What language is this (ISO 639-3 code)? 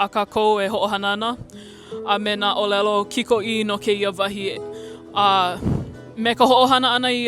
haw